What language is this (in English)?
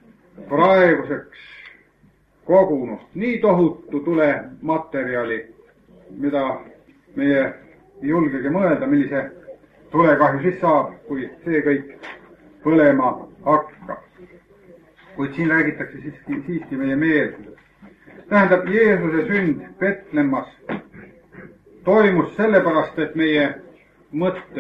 Estonian